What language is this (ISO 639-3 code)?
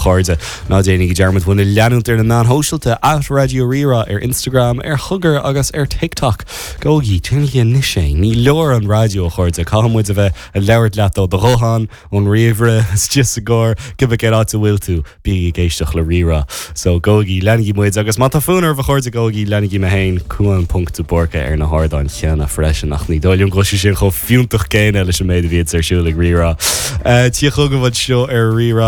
gle